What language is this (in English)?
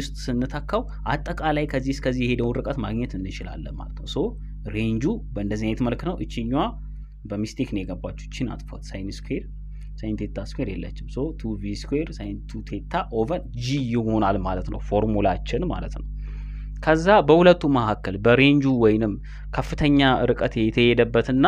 Amharic